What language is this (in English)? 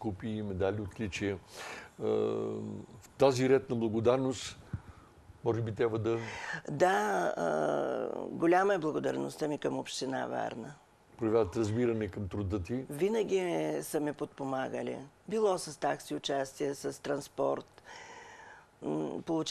Bulgarian